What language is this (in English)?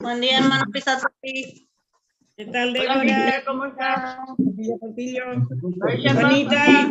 Guarani